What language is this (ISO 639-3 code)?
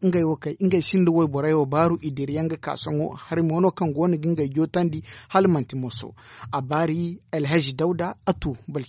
dje